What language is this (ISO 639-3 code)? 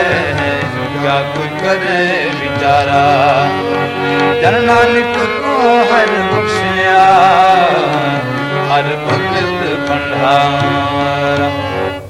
pan